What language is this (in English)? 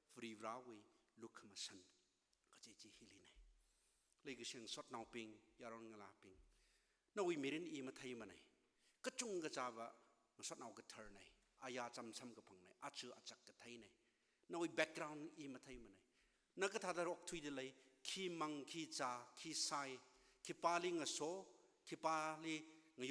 Tangkhul Naga (India)